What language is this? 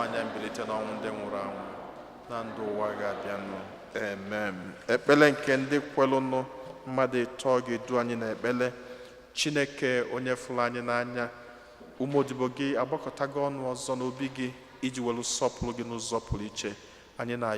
Igbo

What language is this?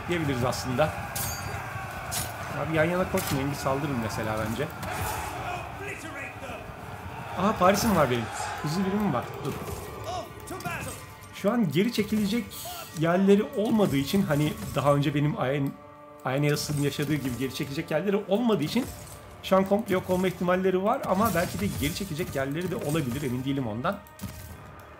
Turkish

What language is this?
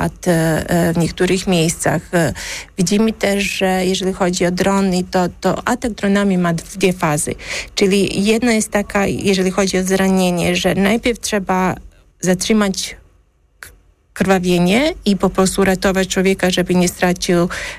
Polish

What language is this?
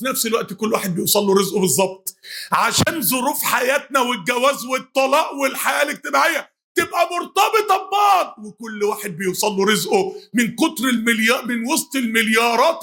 Egyptian Arabic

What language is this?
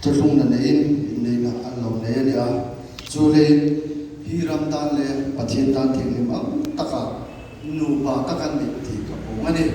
Hmar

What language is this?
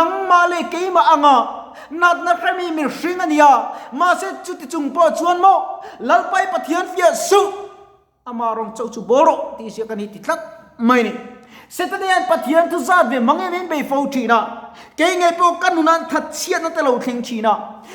Mizo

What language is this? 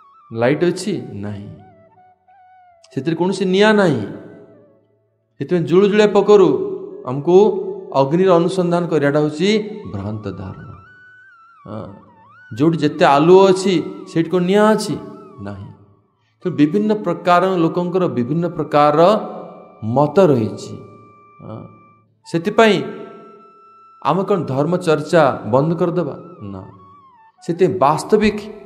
Odia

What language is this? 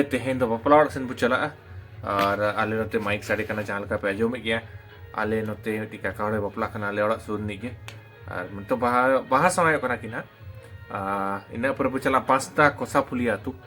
Santali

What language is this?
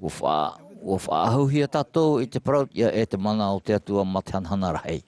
Tahitian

